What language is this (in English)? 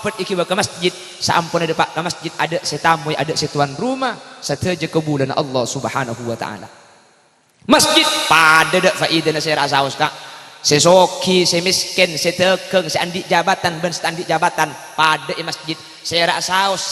Madurese